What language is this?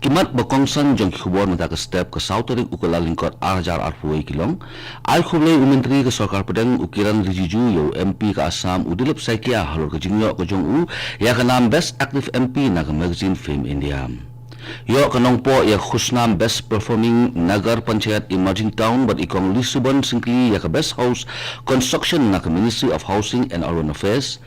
Khasi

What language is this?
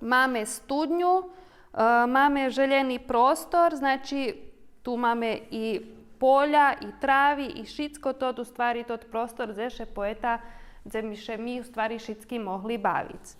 Rusyn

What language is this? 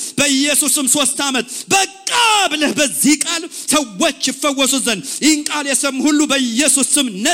Amharic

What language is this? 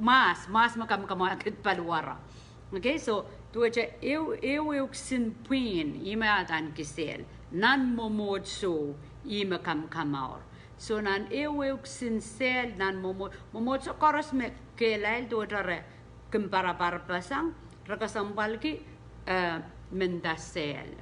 Pohnpeian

